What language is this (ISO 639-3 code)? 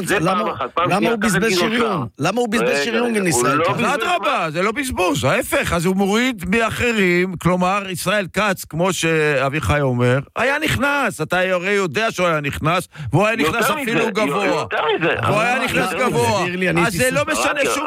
heb